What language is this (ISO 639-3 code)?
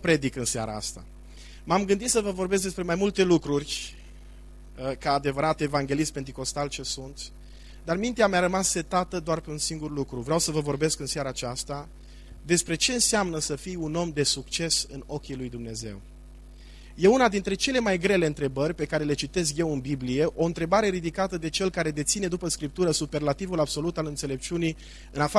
ron